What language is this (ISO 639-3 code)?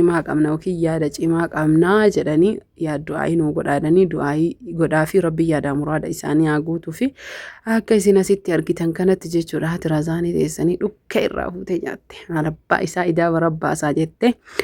orm